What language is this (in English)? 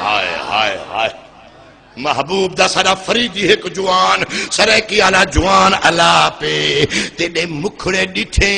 Saraiki